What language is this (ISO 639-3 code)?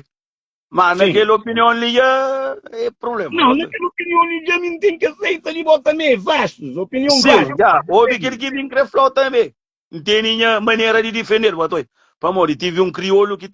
kea